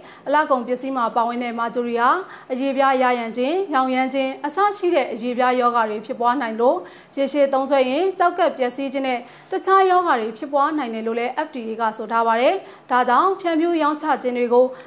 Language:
Burmese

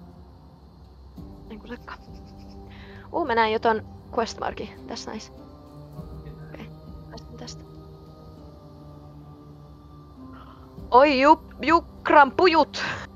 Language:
Finnish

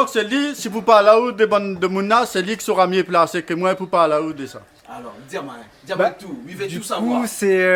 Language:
Réunion Creole French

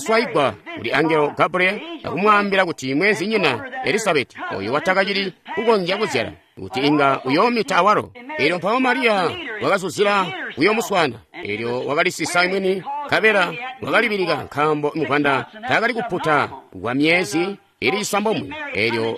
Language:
Tonga (Zambia)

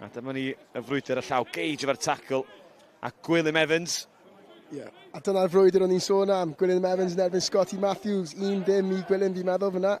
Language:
Welsh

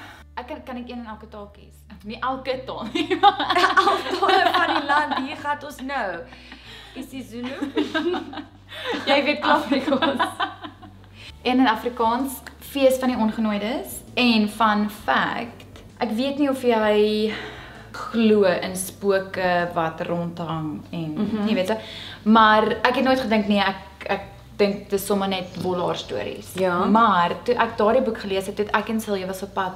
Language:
Afrikaans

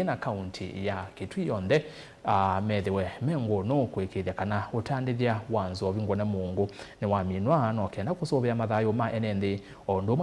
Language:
Kamba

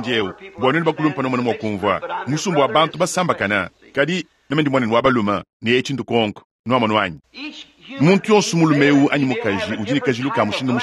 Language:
Luba-Lulua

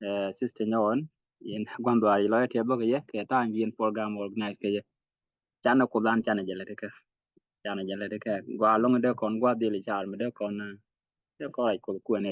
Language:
Nuer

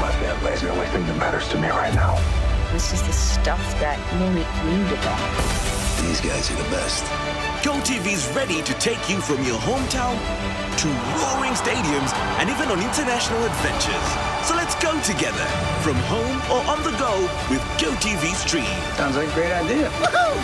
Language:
Meru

